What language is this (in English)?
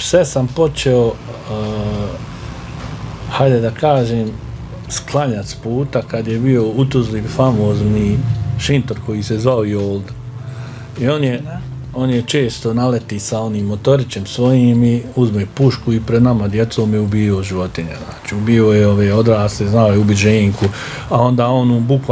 Bosnian